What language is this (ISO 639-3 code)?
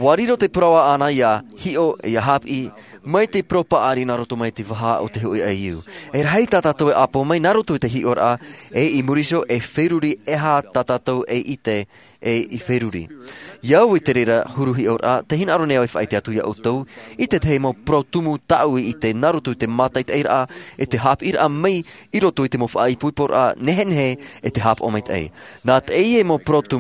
tah